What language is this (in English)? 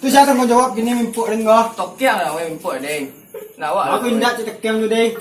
Minangkabau